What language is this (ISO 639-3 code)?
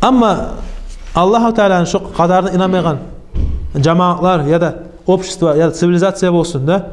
kum